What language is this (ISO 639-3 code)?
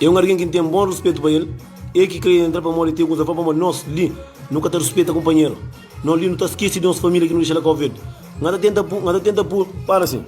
kea